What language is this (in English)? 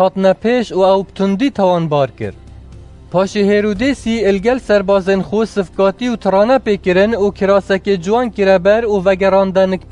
Kurdish